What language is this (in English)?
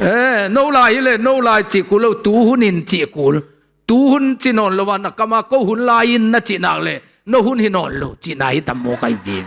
Tedim Chin